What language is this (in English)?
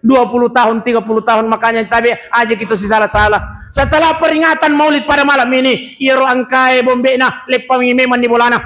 Buginese